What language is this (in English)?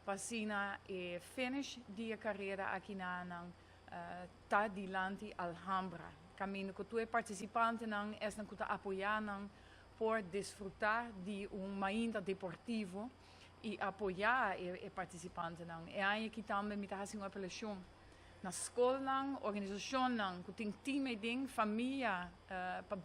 Papiamento